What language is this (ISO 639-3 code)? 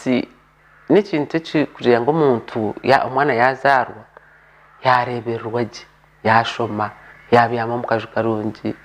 nyn